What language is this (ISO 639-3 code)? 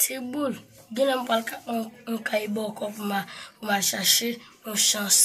hat